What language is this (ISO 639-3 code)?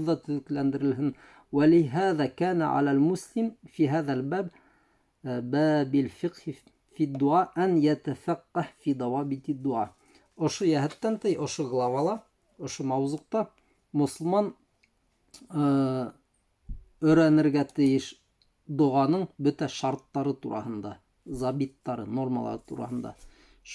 bak